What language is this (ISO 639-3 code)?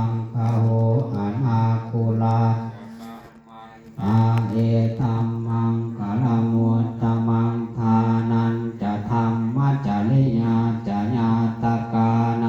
pli